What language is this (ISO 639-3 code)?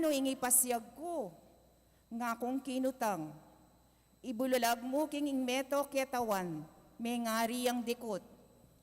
pam